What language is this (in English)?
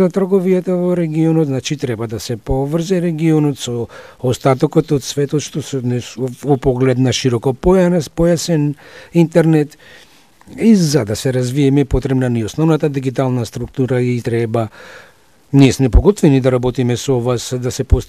Macedonian